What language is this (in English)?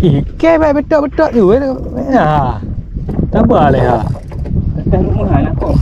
Achinese